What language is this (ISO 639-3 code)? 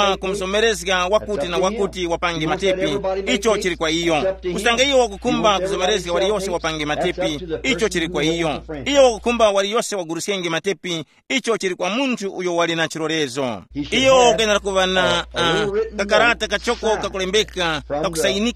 tum